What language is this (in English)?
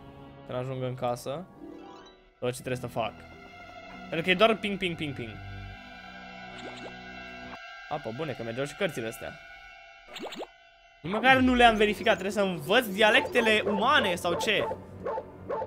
Romanian